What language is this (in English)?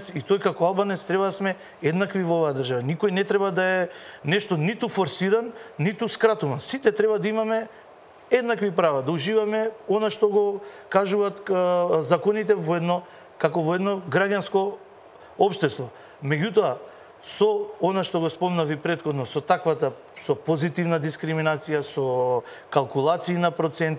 Macedonian